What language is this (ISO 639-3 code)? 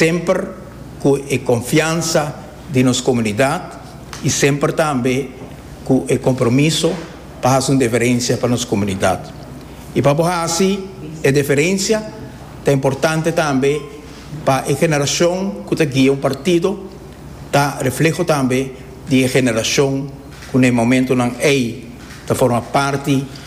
pap